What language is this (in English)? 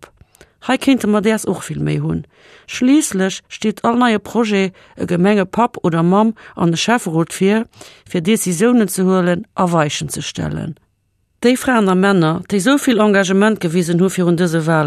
Luxembourgish